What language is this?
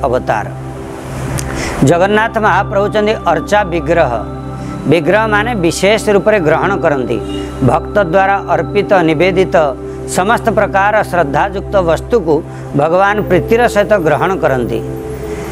Odia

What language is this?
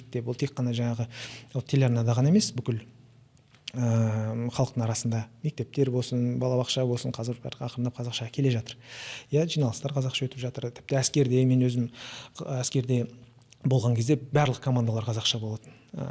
Kazakh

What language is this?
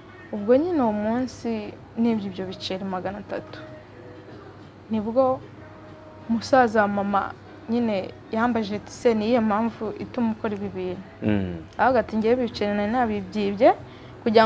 Kinyarwanda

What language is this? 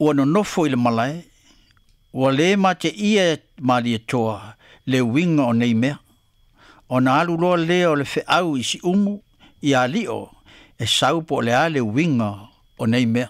Samoan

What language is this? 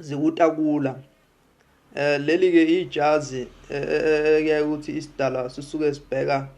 Zulu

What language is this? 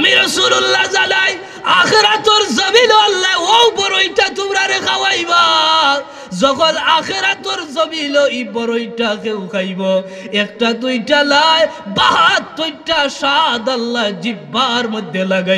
Sylheti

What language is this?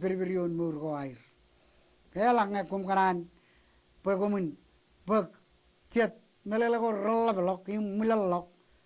Marshallese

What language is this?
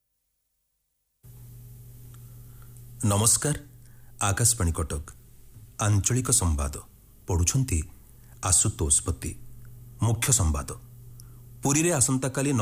Odia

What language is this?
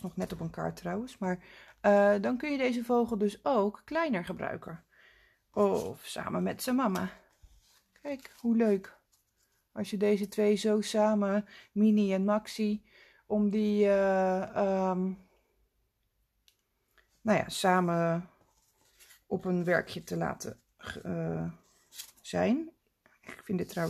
Dutch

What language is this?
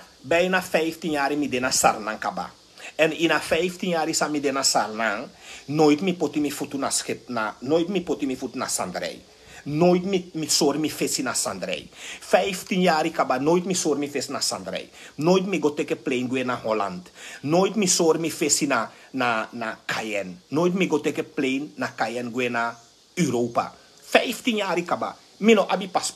Sranan Tongo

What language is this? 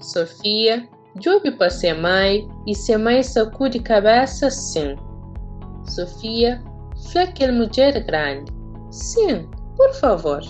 Kabuverdianu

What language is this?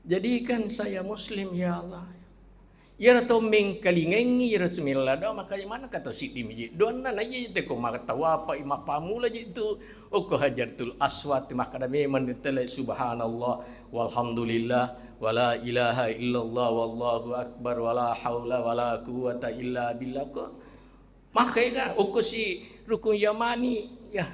Buginese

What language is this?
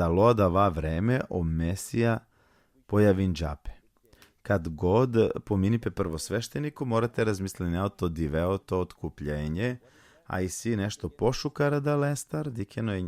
Balkan Romani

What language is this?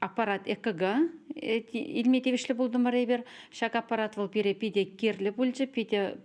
Chuvash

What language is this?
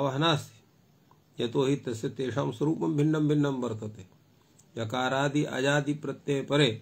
Sanskrit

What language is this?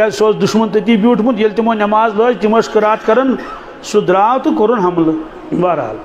Kashmiri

